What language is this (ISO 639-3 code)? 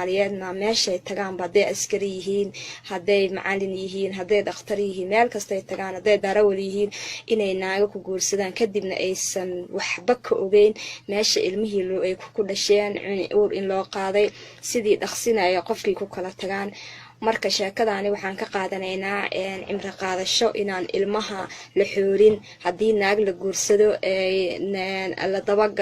som